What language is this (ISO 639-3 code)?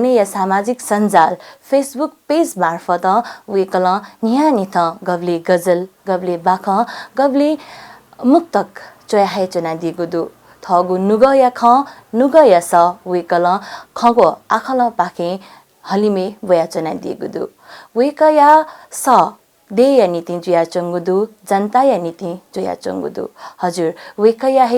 new